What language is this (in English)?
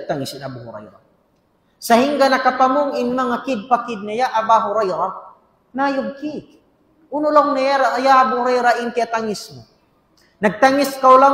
Tausug